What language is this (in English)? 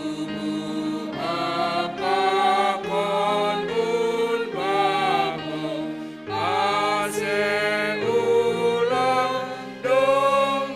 Batak Simalungun